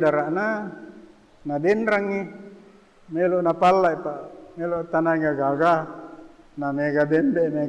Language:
Buginese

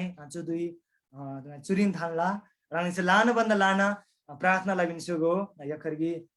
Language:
Eastern Tamang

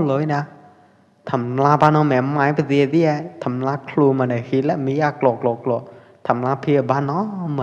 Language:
Pwo Eastern Karen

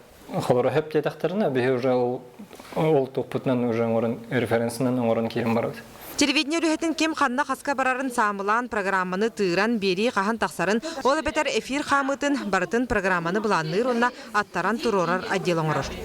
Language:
Yakut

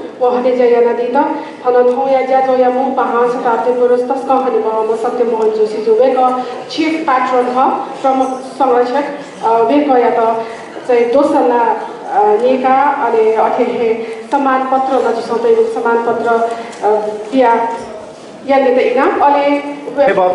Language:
Newari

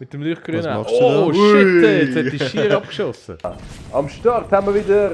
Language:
Swiss German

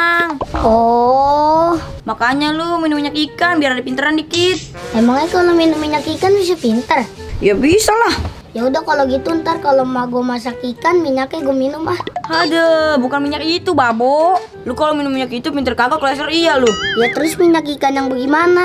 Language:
Betawi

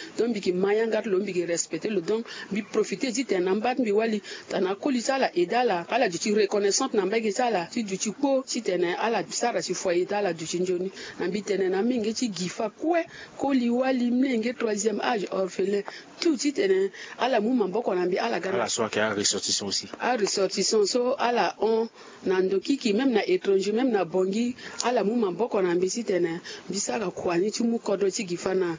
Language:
Sango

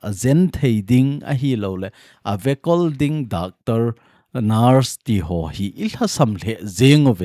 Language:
Thado Chin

